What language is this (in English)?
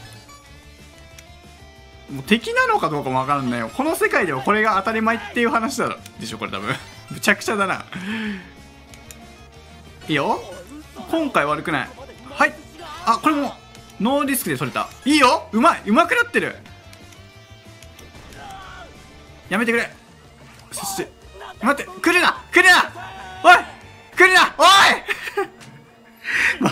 Japanese